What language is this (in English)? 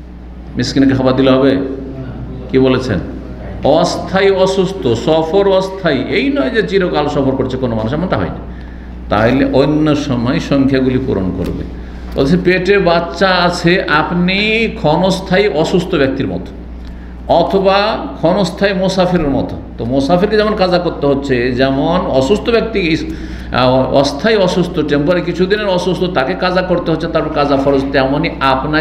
Bangla